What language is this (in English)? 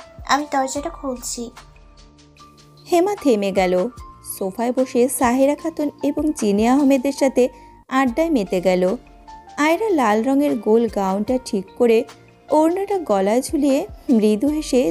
Bangla